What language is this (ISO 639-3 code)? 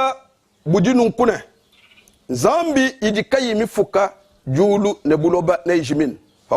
lua